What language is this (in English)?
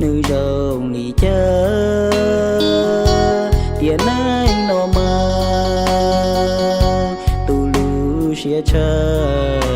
Hmong